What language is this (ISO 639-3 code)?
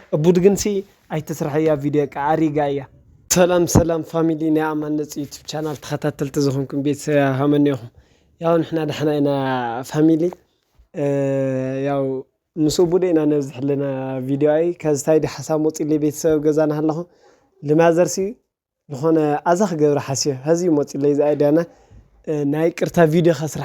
tir